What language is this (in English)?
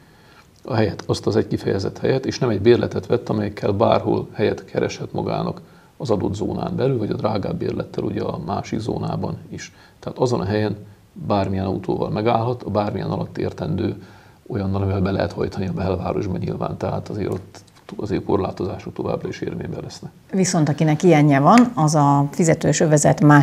Hungarian